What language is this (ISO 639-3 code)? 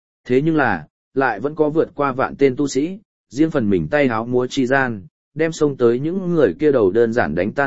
vie